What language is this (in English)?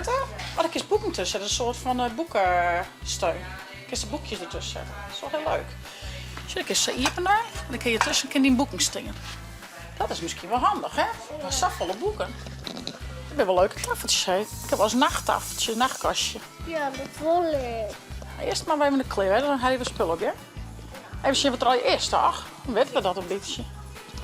Western Frisian